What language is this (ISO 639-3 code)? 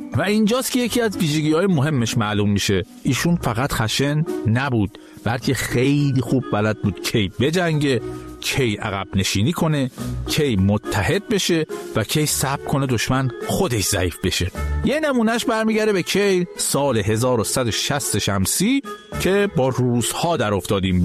fas